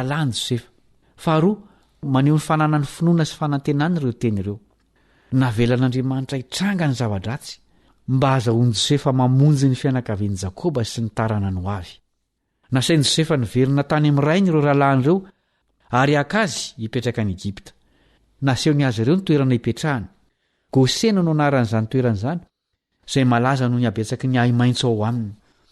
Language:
Malagasy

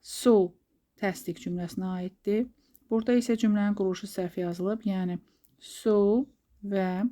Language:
Azerbaijani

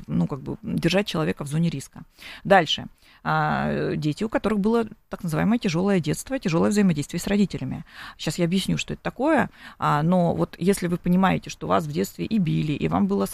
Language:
Russian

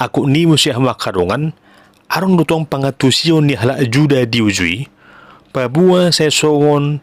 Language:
Batak Toba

